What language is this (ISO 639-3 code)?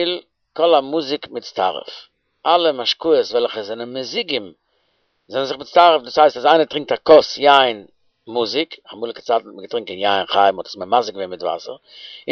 yid